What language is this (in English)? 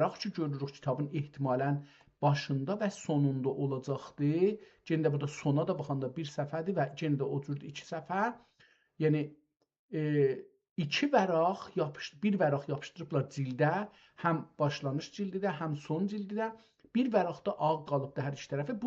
South Azerbaijani